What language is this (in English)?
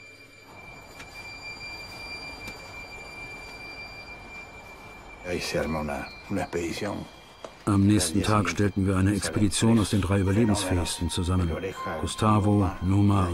German